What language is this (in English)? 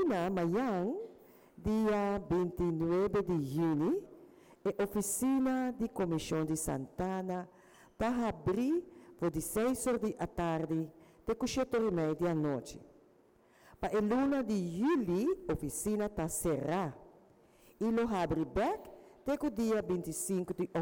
Papiamento